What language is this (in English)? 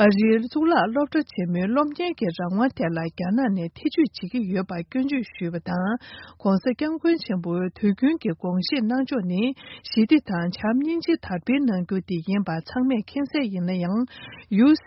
Tibetan